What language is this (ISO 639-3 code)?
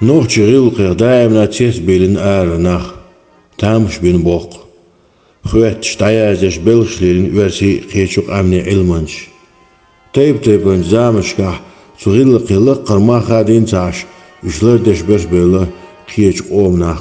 che